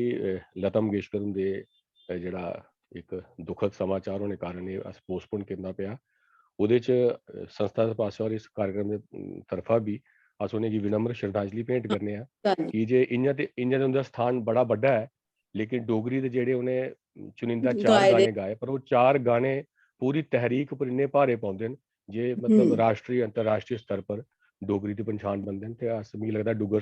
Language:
Dogri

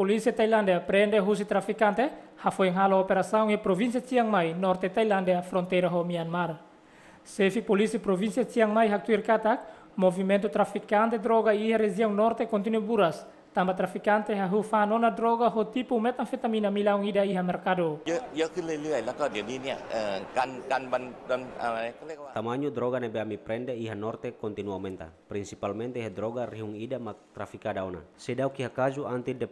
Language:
Tetum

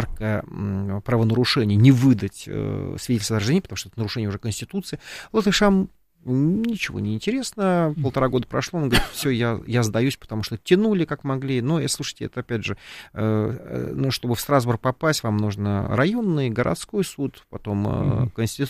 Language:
Russian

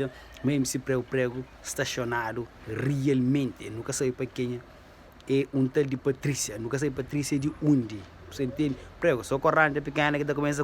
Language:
Kabuverdianu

